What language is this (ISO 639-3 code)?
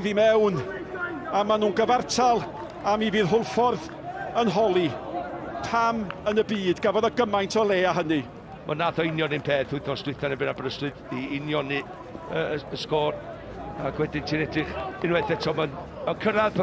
cym